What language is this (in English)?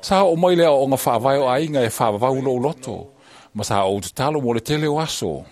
Samoan